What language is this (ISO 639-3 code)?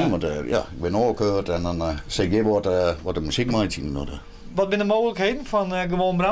fry